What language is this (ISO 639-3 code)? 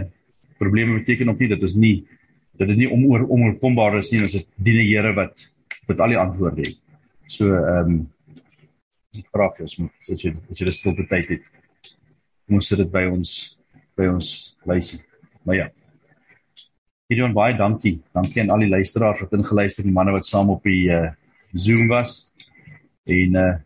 afr